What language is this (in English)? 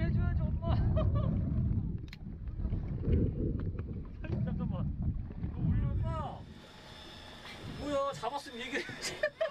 Korean